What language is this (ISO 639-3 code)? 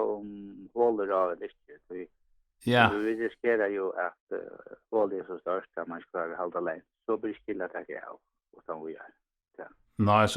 fao